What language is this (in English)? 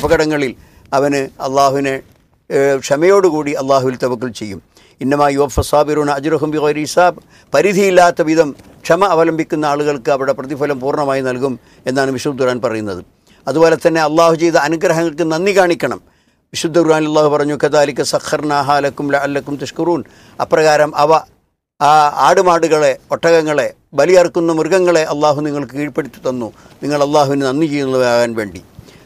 Malayalam